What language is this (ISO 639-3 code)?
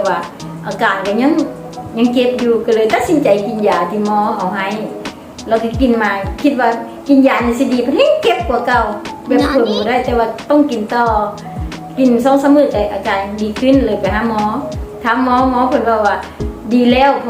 lao